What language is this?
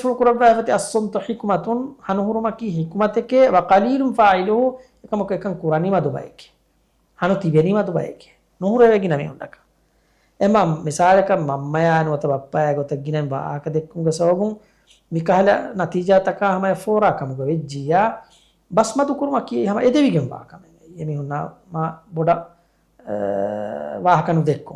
Divehi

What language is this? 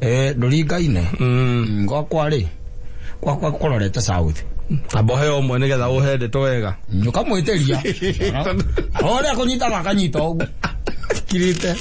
Kikuyu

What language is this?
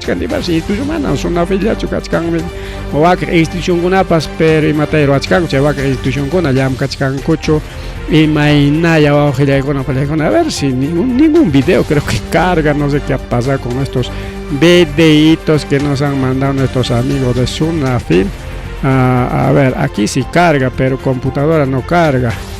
Ayacucho Quechua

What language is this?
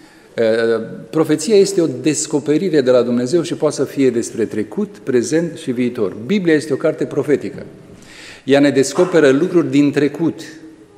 Romanian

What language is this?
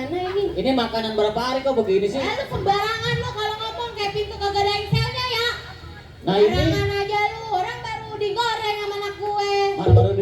Betawi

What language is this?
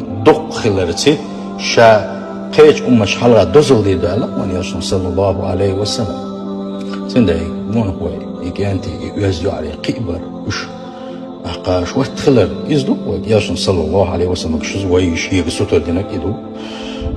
Chechen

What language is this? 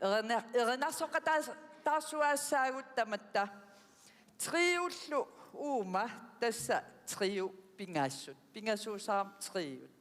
Kalaallisut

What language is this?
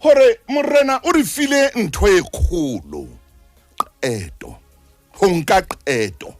Southern Sotho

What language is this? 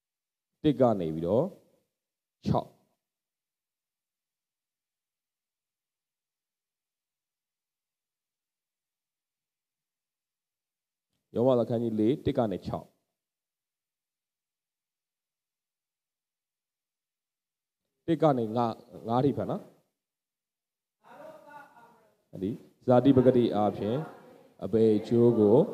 Burmese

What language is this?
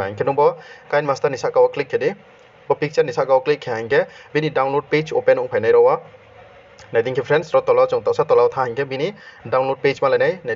Riang (India)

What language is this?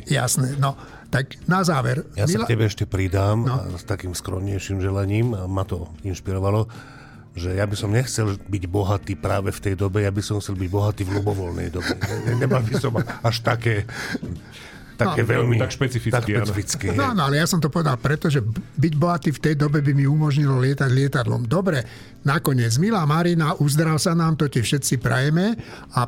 Slovak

